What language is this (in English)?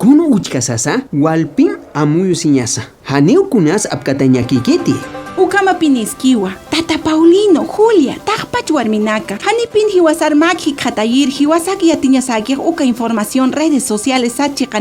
Aymara